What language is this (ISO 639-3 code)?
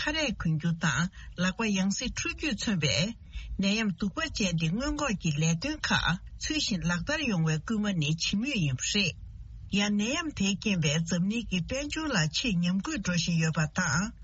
bod